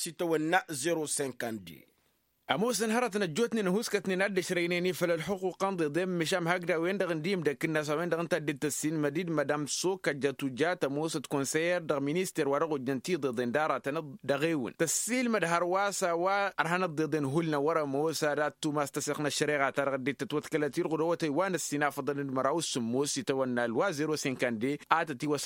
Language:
Tamasheq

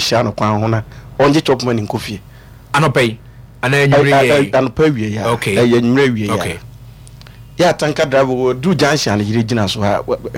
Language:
Akan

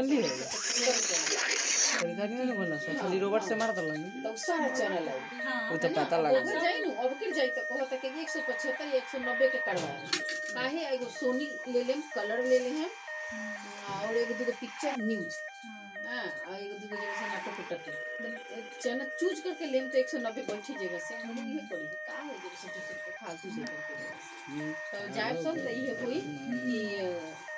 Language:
Bhojpuri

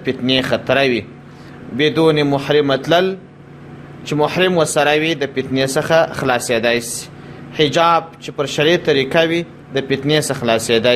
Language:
Pashto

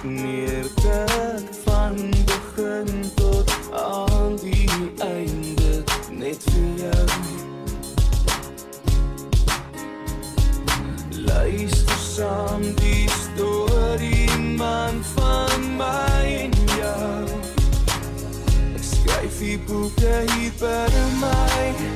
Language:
Afrikaans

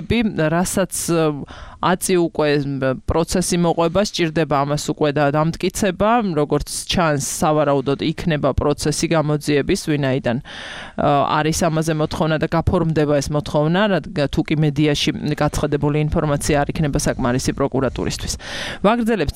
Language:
Georgian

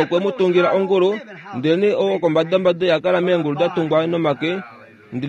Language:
Kuanyama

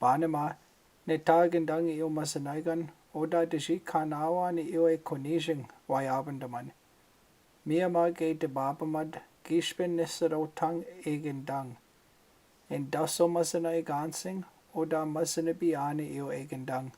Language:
Chippewa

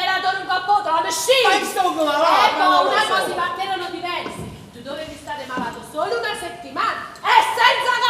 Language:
Neapolitan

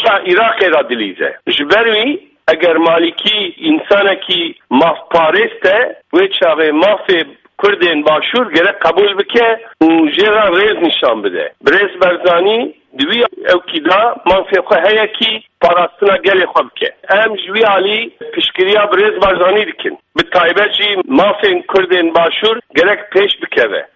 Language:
Kurdish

